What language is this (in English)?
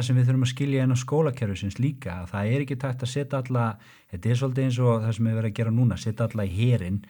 Icelandic